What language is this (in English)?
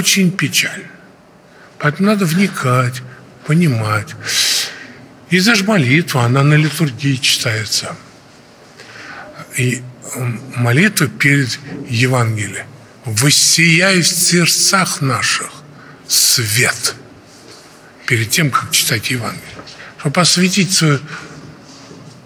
Russian